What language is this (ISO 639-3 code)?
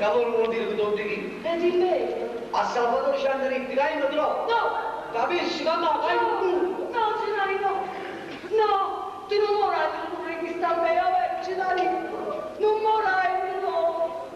nap